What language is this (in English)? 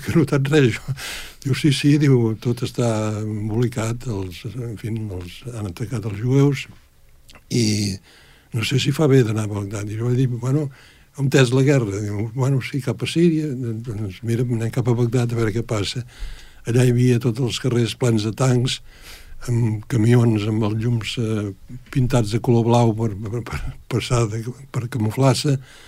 Catalan